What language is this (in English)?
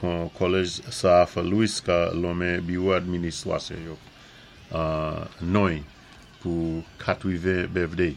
Saint Lucian Creole French